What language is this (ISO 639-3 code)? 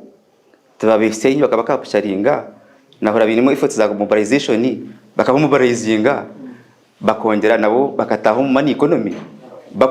nyn